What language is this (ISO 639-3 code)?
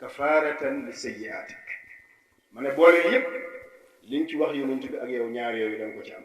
wol